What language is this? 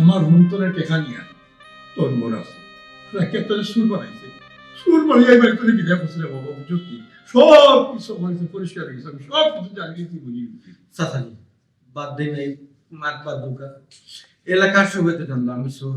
Sylheti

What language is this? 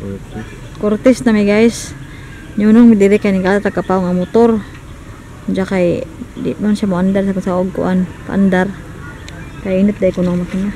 Cebuano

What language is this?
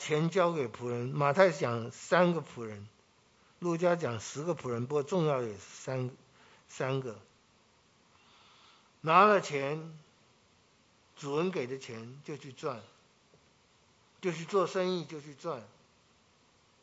Chinese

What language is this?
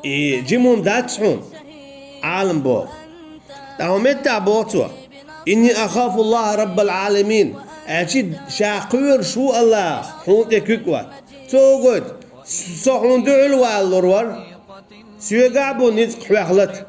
Chechen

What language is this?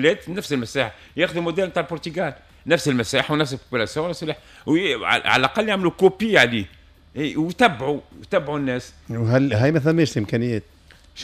Tunisian Arabic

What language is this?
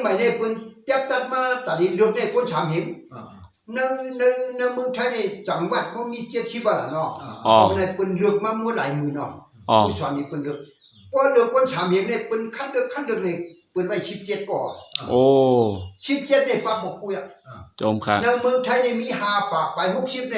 Shan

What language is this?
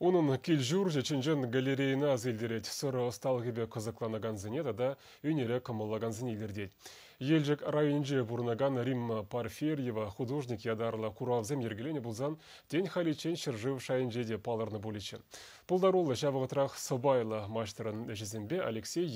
Chuvash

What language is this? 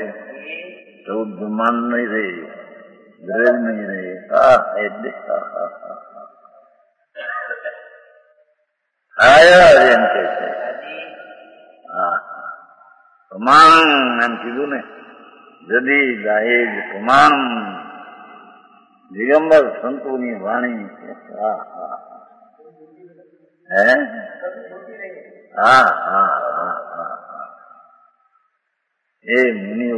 Gujarati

